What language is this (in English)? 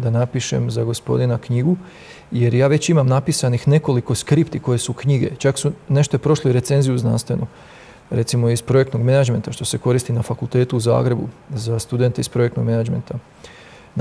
Croatian